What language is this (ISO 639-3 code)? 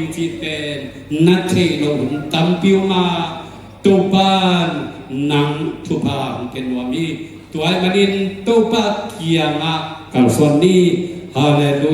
ctd